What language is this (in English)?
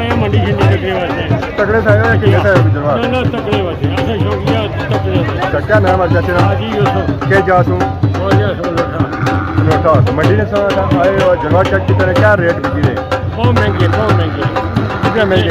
Pahari-Potwari